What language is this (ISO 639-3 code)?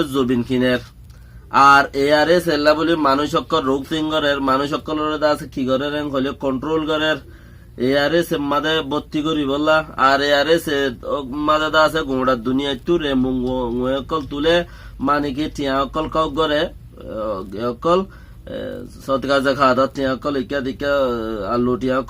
rhg